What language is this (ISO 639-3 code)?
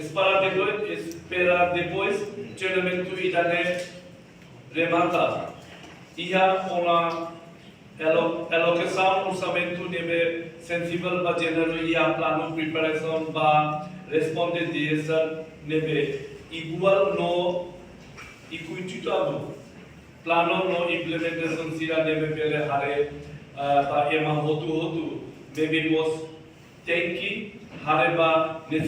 tet